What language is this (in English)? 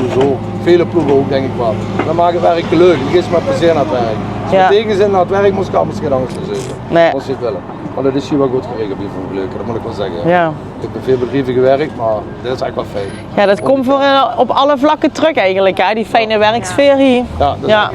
Limburgish